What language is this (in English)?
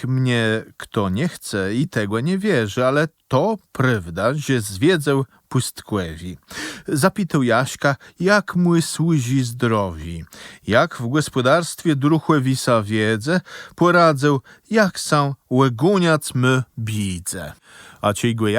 Kashubian